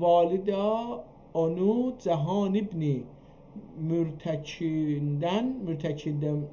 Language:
South Azerbaijani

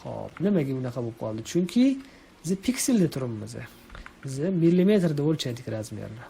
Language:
Uzbek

